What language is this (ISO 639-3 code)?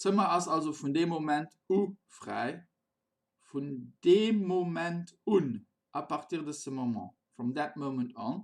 ltz